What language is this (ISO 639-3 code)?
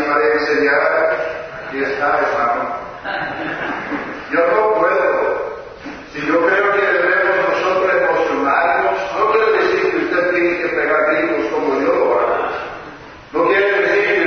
spa